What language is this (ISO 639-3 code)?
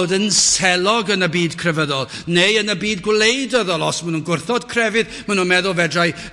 cym